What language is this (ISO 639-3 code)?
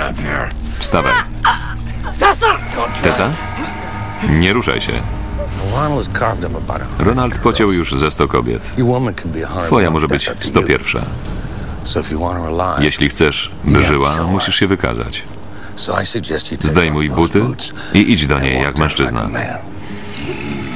pol